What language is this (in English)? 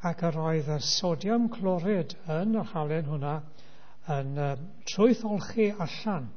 Welsh